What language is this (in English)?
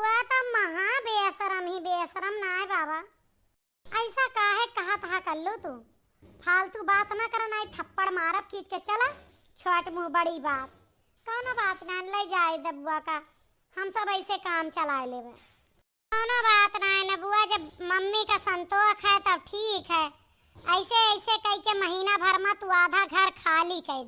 Awadhi